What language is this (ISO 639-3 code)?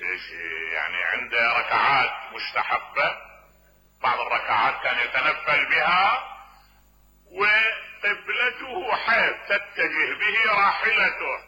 acm